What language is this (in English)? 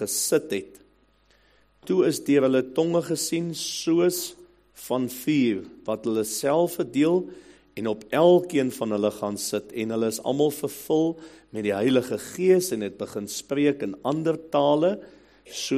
Afrikaans